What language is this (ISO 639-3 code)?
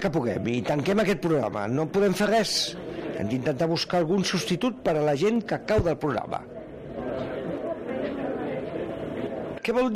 cat